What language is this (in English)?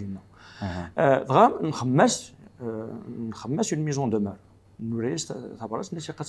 Kabyle